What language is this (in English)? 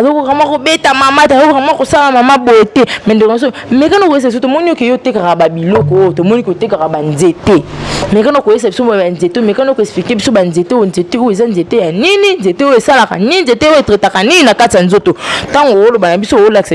Lingala